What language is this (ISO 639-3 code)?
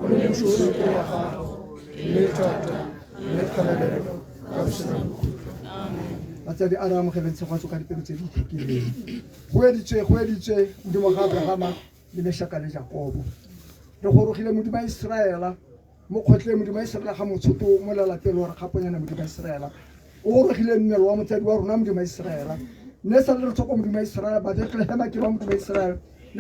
tsn